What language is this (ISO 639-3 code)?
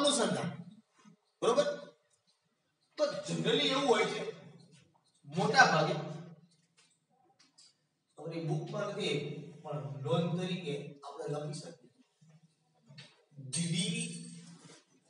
guj